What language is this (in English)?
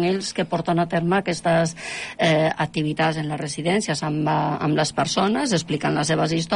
Catalan